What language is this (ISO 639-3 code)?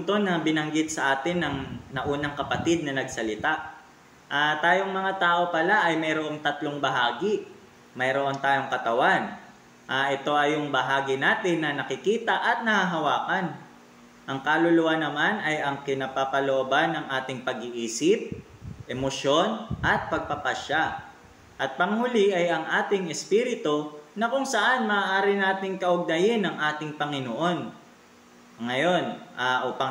fil